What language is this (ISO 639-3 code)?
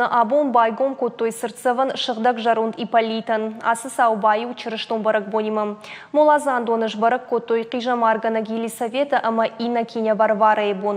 oss